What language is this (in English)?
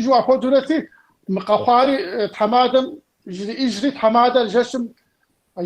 Kabardian